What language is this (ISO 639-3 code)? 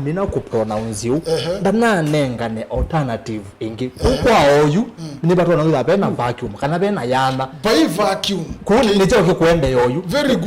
kam